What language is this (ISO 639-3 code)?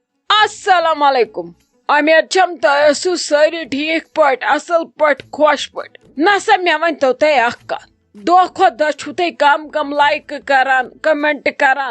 kas